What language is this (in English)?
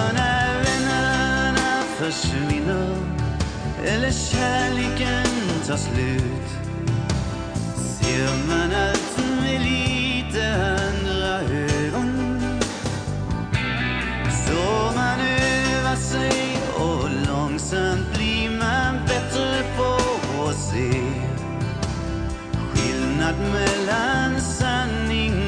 Swedish